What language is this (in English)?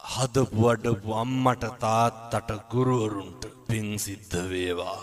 Sinhala